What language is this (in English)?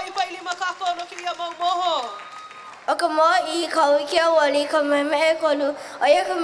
Hawaiian